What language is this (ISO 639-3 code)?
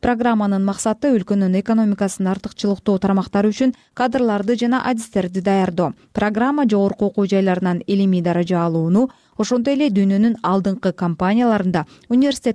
kir